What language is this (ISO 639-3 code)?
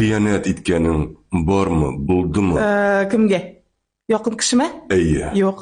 tat